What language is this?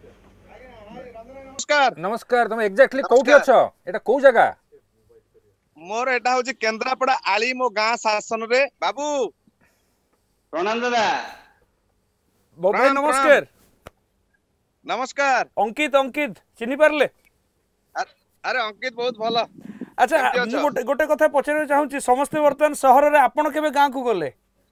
Odia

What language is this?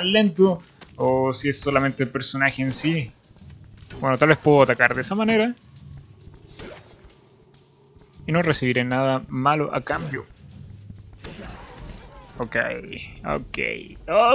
Spanish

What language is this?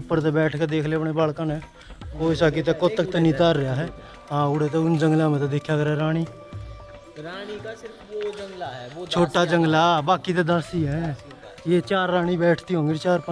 Haryanvi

